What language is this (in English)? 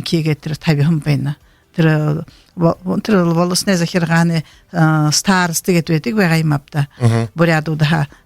Buriat